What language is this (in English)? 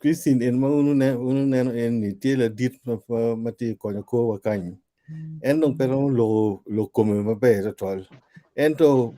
Acoli